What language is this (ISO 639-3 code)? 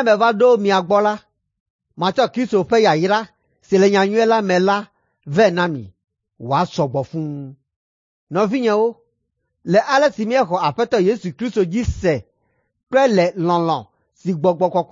ewe